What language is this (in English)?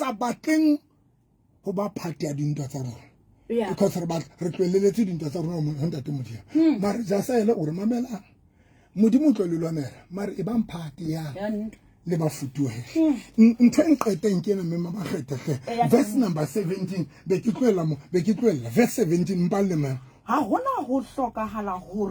Southern Sotho